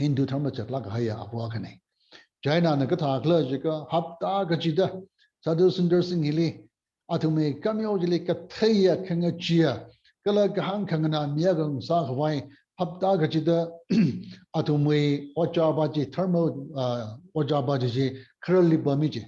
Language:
Tangkhul Naga (India)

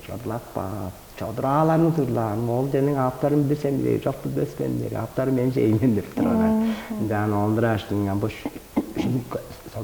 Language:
Tuvinian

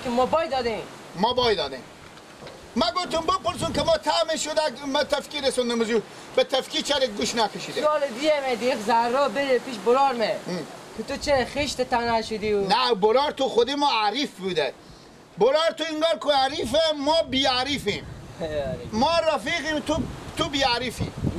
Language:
Persian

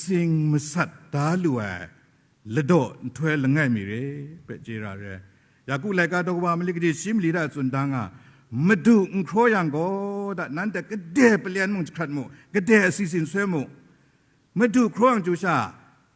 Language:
Kachin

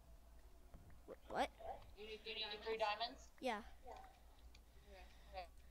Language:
English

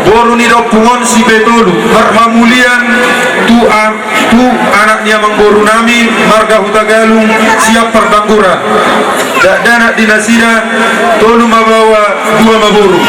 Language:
Batak Toba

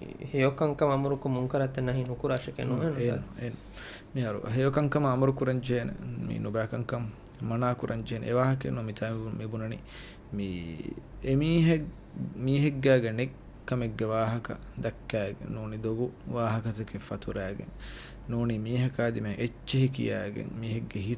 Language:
Divehi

